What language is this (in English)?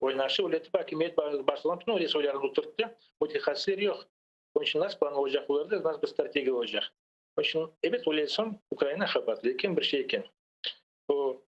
Crimean Tatar